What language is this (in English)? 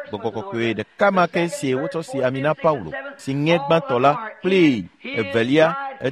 Ewe